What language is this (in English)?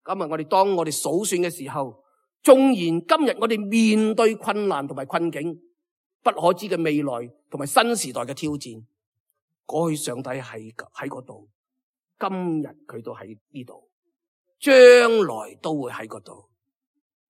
Cantonese